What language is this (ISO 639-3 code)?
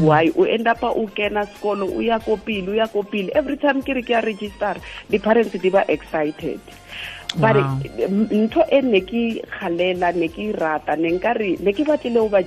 tsn